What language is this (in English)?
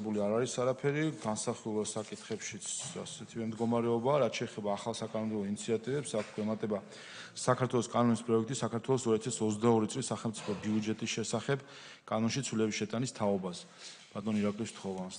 Georgian